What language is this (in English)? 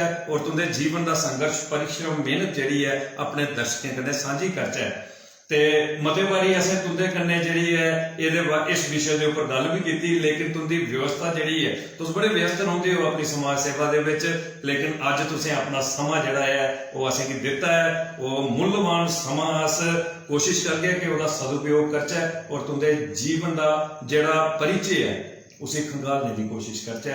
Dogri